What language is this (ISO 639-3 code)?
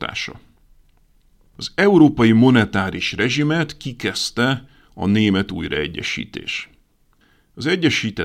hun